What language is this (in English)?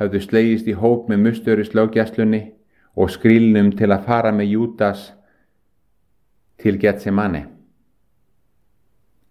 Icelandic